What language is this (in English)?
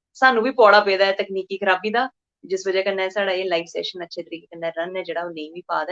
Dogri